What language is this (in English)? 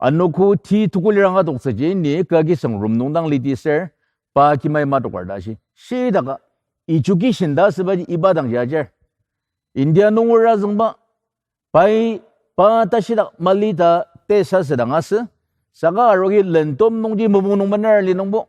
Ao Naga